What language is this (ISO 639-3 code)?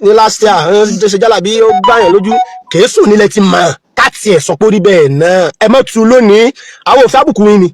yor